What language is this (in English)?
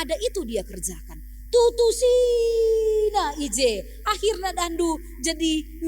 Batak Karo